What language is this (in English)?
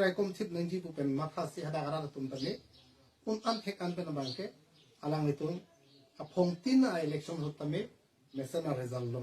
Karbi